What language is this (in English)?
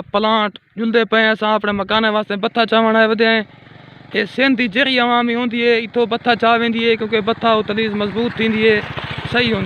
Saraiki